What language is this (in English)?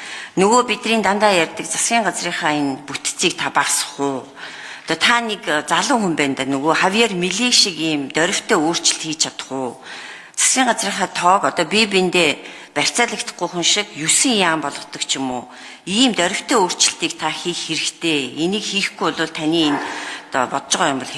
Mongolian